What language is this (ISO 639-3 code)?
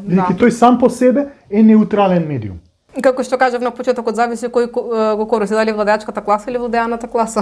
mkd